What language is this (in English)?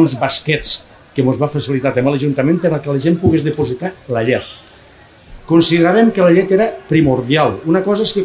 Catalan